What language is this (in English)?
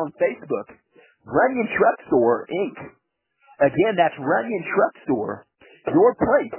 English